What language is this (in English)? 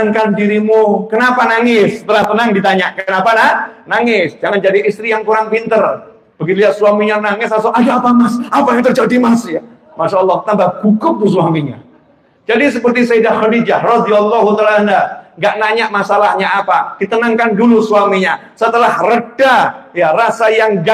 Indonesian